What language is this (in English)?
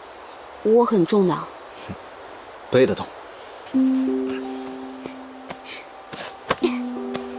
Chinese